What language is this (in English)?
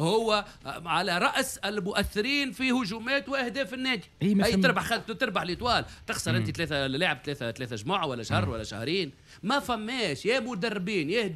Tunisian Arabic